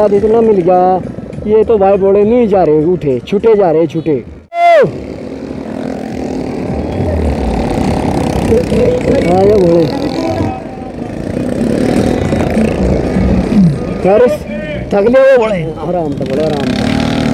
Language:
Hindi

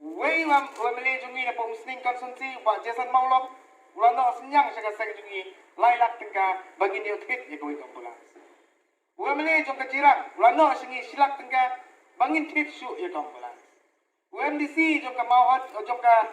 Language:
Khasi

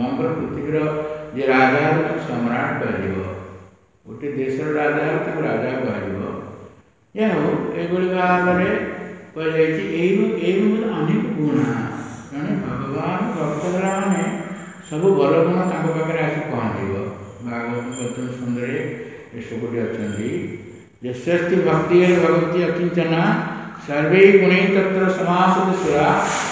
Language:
Odia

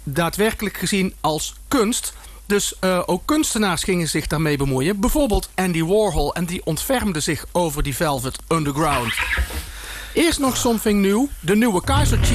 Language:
Dutch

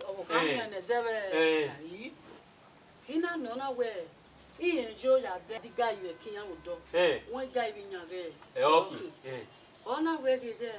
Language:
Bini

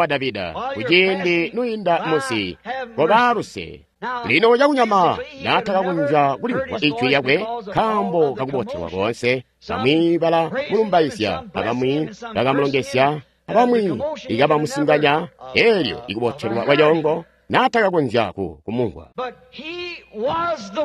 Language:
Tonga (Zambia)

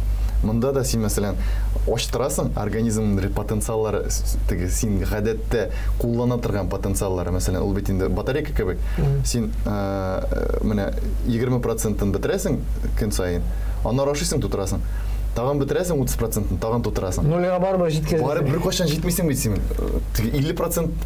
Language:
Tatar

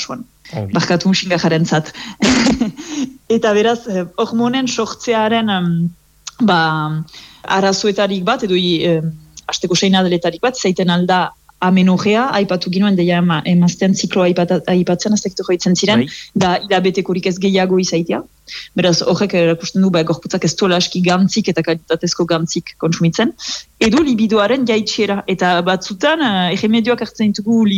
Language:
Basque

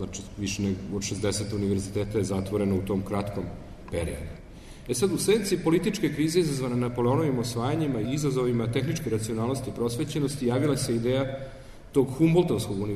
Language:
Serbian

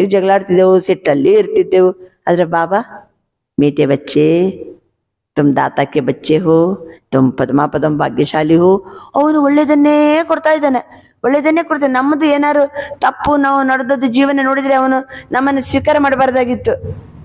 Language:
Kannada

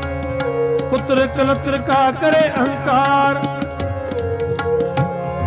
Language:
Punjabi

